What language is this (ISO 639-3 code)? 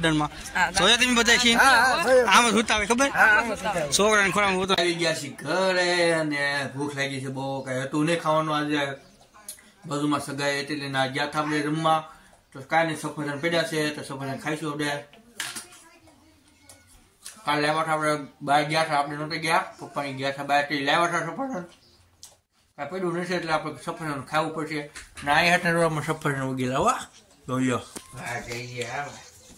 guj